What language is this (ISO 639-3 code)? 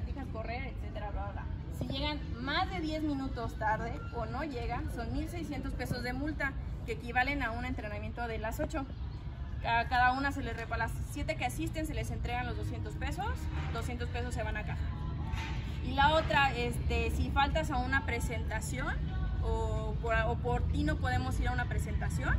spa